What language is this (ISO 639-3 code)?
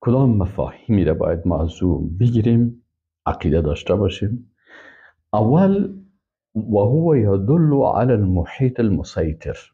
fas